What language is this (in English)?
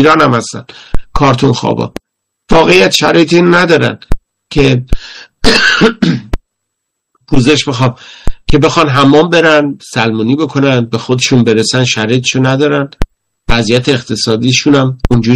Persian